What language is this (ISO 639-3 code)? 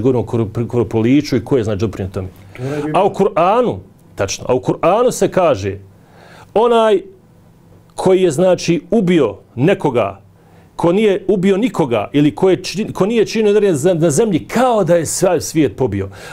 bos